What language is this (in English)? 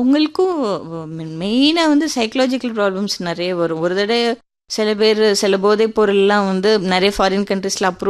Tamil